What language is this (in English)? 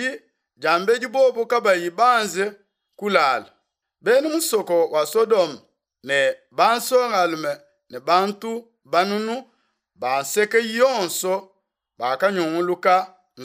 Luba-Lulua